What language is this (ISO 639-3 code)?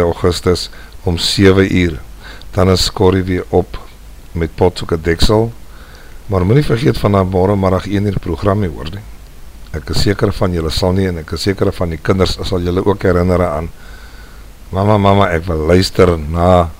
afr